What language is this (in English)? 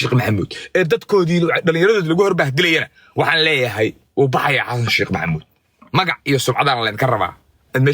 Somali